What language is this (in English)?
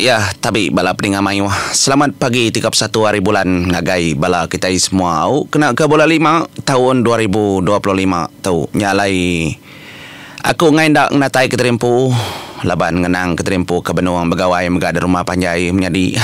Iban